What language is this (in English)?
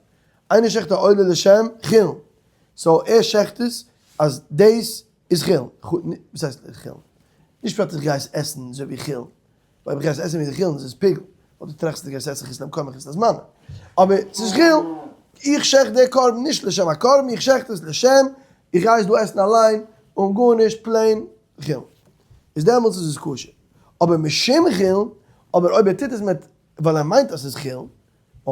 Yiddish